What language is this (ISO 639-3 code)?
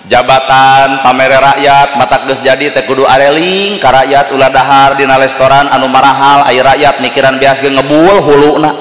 sun